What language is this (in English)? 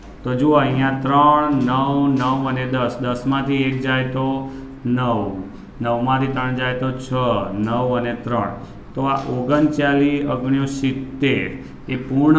Gujarati